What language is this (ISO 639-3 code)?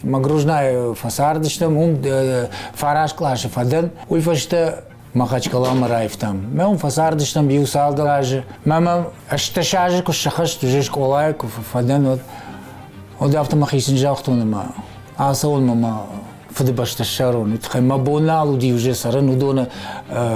oss